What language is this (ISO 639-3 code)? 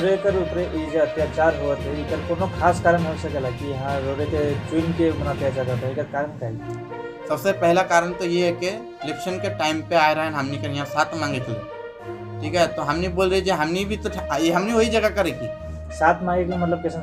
sck